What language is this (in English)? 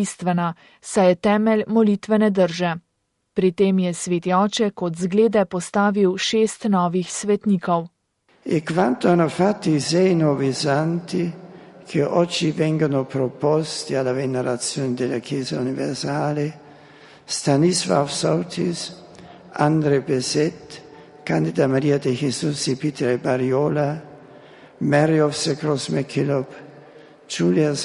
Slovenian